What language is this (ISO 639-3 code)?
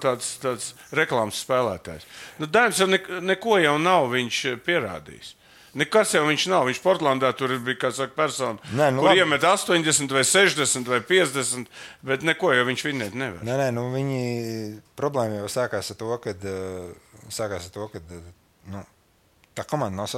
lav